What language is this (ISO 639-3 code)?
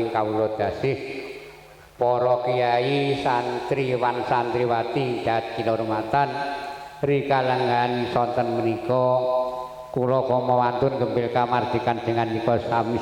jav